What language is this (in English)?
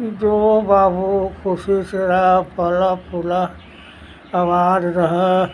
Magahi